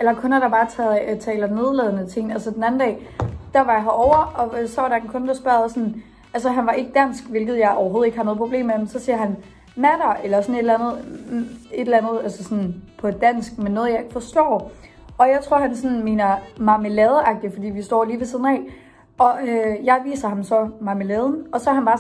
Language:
Danish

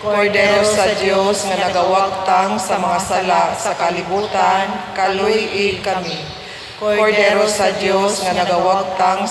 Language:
Cebuano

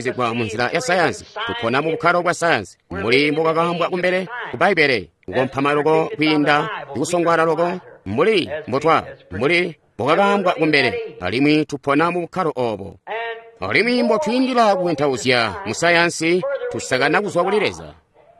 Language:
Tonga (Zambia)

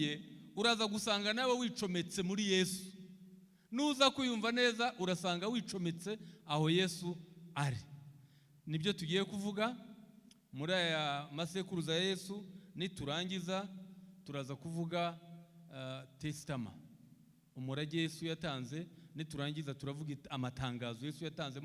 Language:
Kinyarwanda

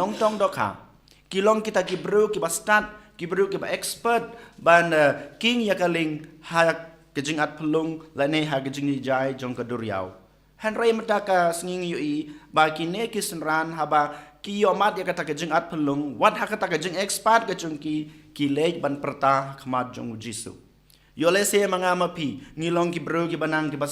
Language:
Khasi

